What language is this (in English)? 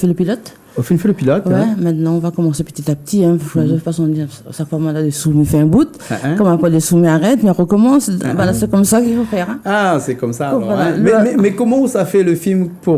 Réunion Creole French